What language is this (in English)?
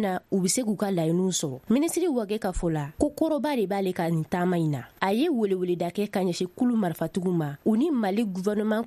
Bambara